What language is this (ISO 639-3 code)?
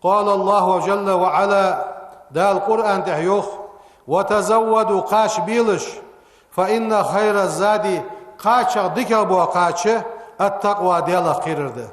inh